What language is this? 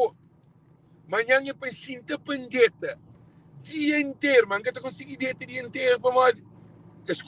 Kabuverdianu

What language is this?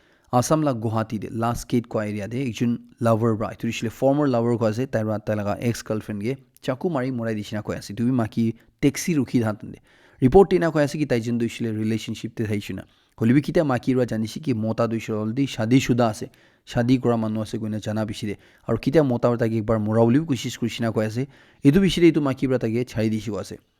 Naga Pidgin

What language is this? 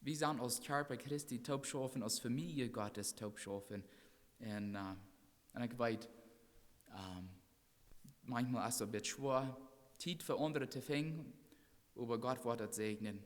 Plautdietsch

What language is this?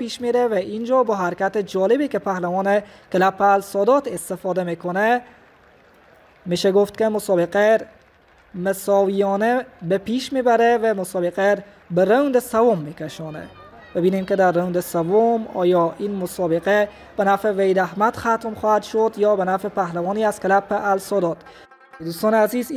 Persian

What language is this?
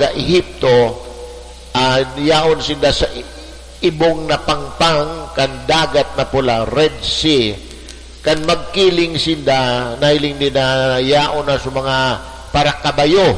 Bikol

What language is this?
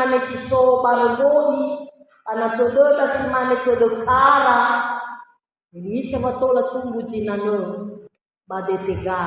Nias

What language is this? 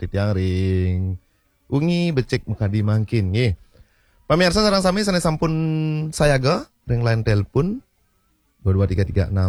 Balinese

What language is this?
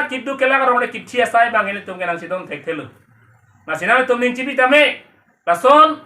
Karbi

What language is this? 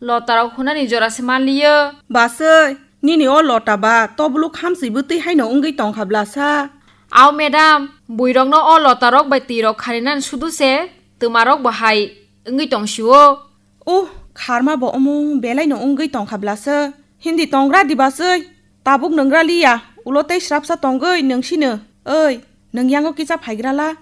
Kok Borok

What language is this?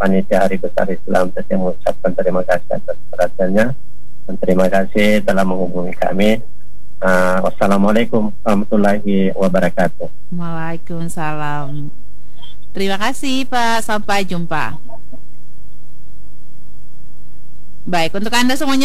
Indonesian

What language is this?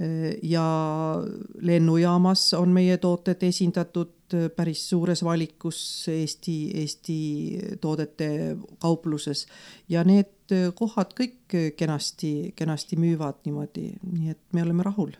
Estonian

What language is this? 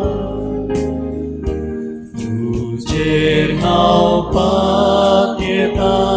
Konkani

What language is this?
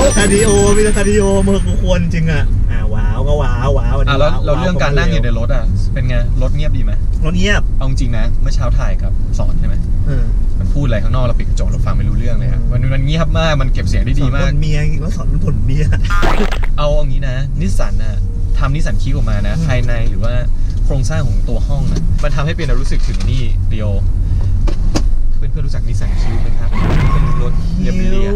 Thai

